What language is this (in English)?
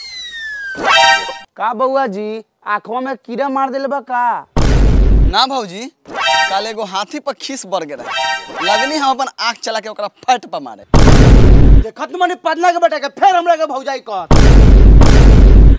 Bhojpuri